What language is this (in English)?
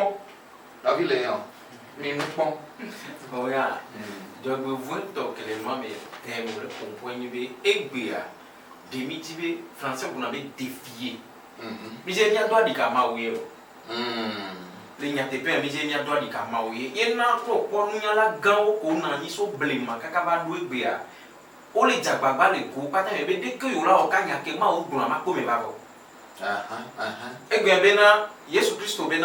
Ewe